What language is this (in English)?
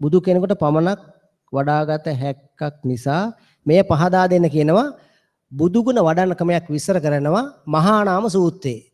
Sinhala